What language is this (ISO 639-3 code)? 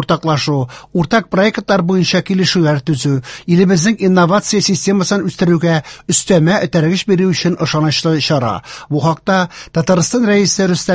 tat